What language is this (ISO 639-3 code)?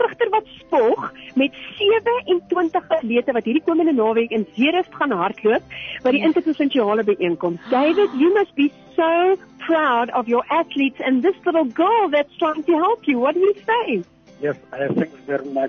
afr